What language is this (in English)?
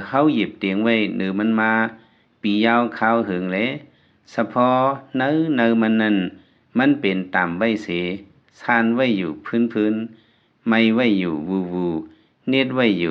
Lao